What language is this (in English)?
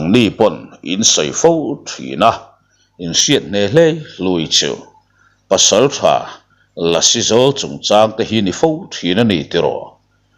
Mizo